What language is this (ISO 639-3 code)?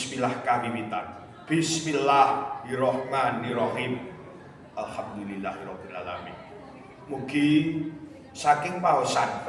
jav